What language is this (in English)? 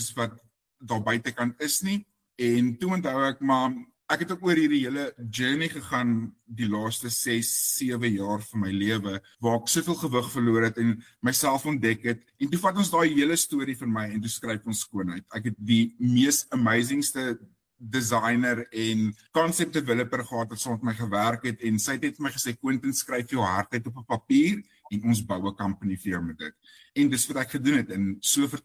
Afrikaans